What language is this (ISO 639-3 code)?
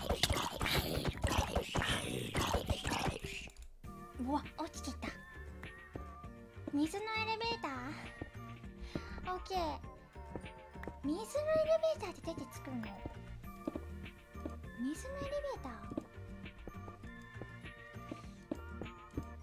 jpn